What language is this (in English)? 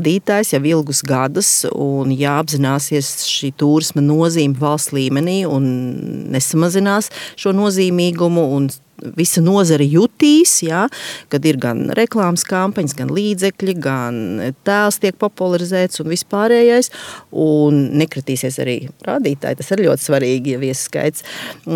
Latvian